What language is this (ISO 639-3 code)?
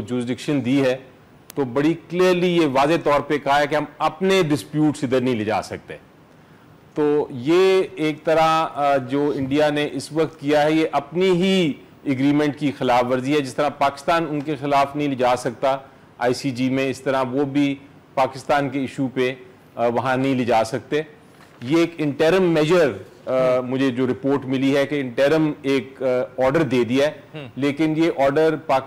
urd